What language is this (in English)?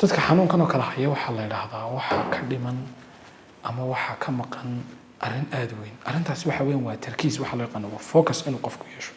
Somali